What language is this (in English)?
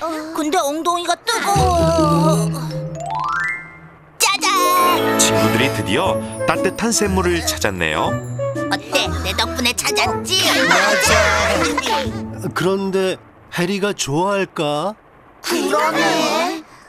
Korean